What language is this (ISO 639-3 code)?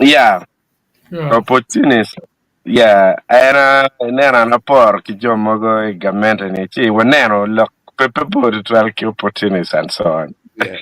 ach